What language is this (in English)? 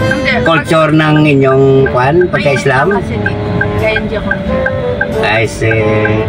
Hiligaynon